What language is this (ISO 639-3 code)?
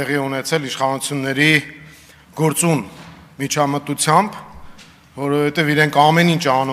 hye